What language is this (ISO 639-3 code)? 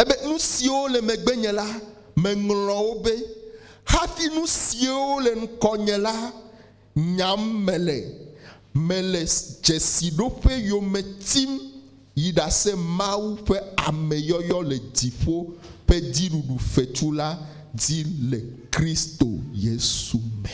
ewe